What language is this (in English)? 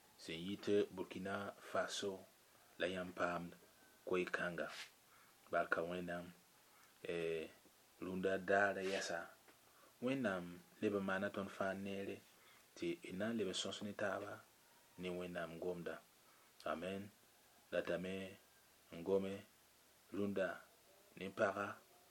Mossi